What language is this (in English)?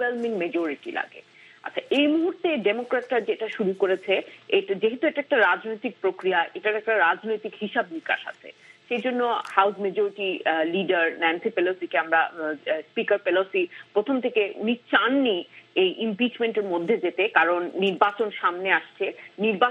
Bangla